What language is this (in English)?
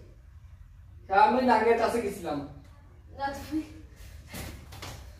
Bangla